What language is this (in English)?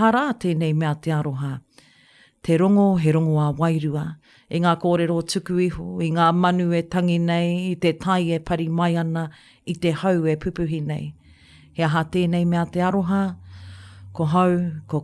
Māori